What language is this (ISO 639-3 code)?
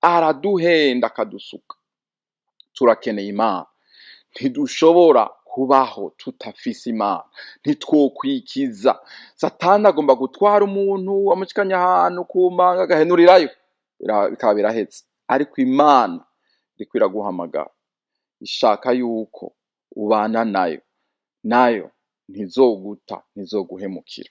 run